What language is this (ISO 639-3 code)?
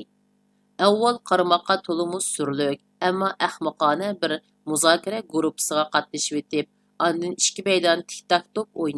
uig